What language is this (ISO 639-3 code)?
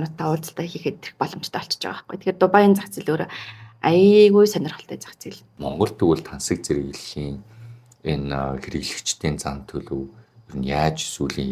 mon